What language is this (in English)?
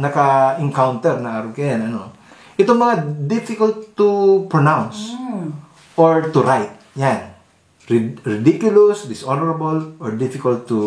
Bikol